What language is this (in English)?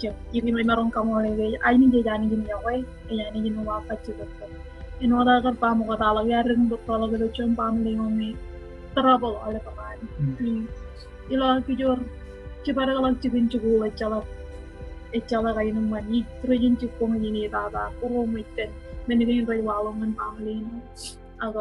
Marshallese